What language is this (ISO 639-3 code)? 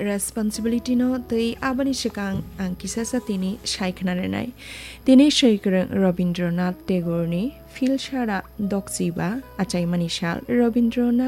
trp